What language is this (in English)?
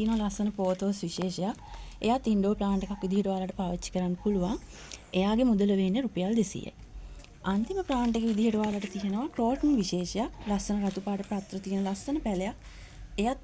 Sinhala